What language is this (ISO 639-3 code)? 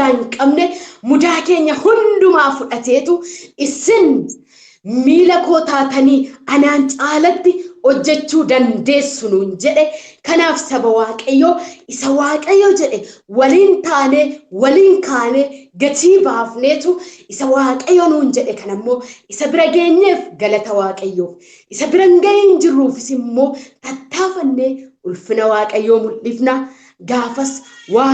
orm